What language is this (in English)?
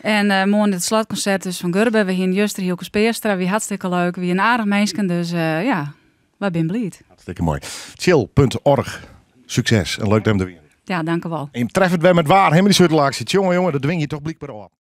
Western Frisian